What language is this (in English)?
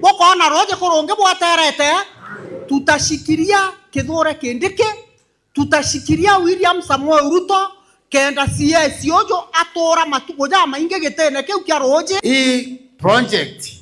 Meru